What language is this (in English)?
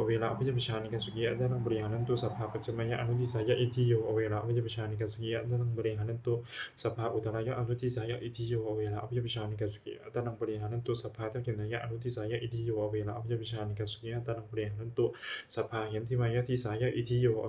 Pali